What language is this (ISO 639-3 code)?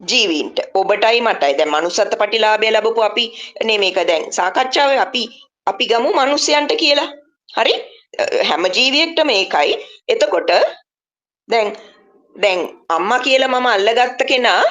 sin